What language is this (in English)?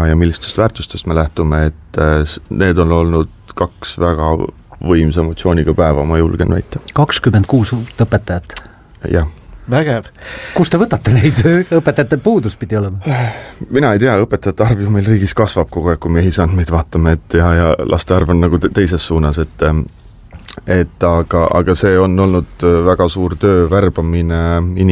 Estonian